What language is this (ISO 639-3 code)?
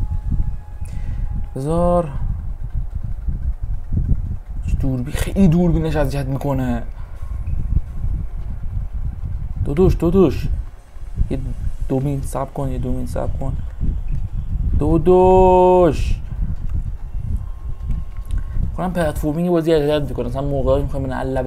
fas